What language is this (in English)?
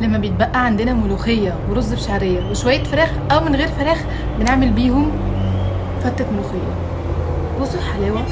Egyptian Arabic